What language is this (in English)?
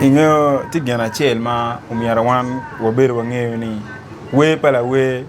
Acoli